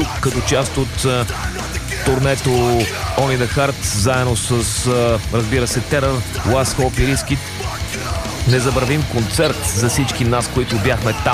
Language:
Bulgarian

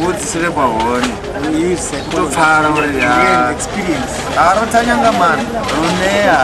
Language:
Venda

